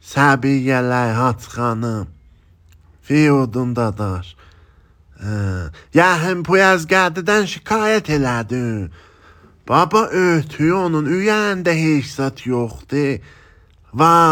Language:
Azerbaijani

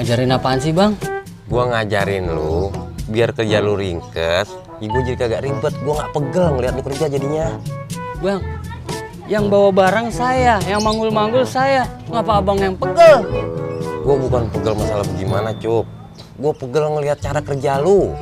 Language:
Betawi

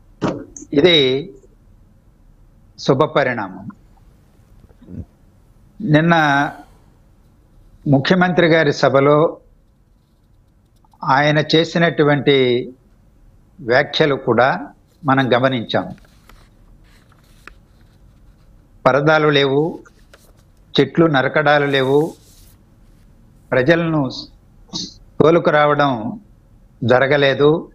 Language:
Telugu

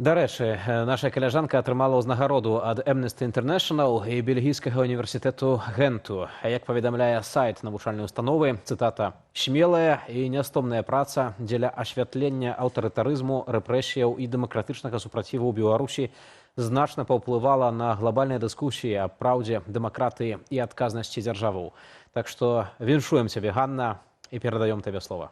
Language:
Belarusian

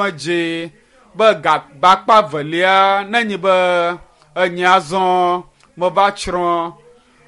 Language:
Ewe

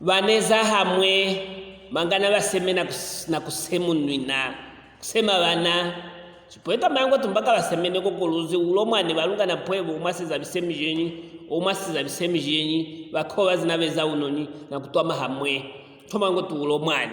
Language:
Luvale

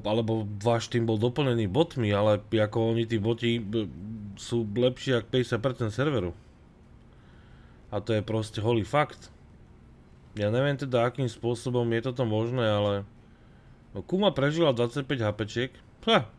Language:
Slovak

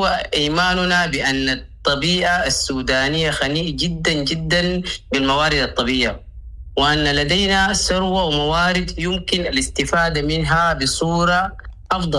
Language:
Sudanese Arabic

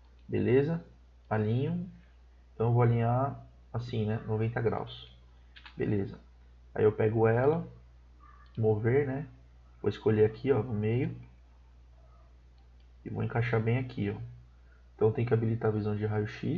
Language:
Portuguese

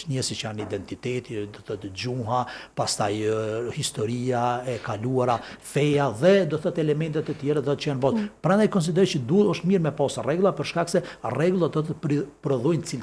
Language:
Albanian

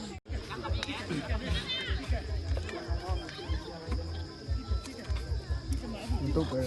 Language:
Lao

